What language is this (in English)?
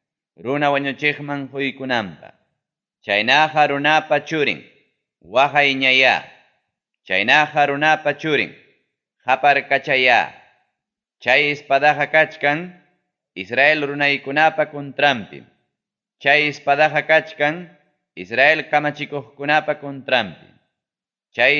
Ayacucho Quechua